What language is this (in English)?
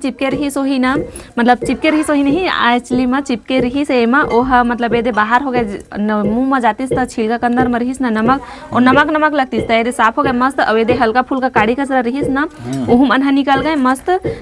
Chhattisgarhi